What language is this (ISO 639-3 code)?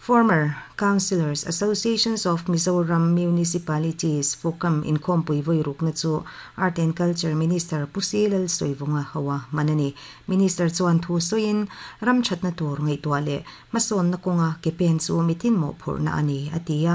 lus